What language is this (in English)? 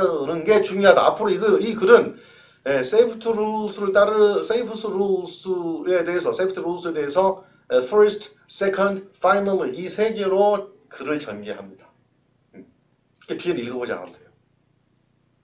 Korean